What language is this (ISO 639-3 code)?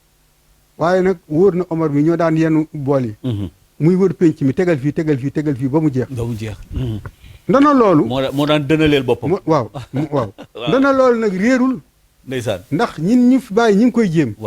wol